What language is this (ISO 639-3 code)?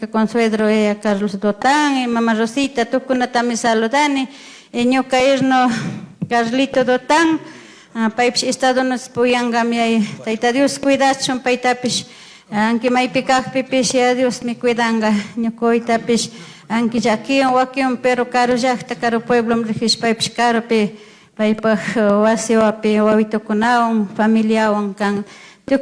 qug